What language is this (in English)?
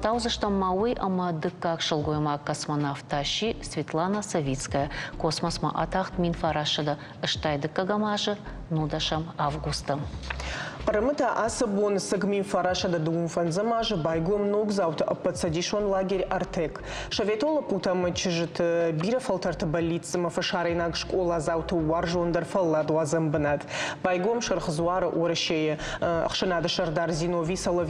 Ossetic